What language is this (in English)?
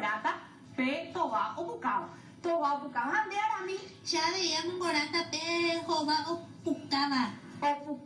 Guarani